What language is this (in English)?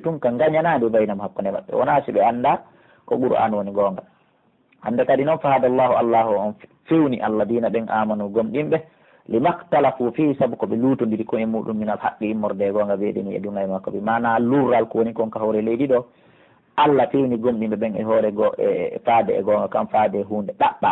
Pular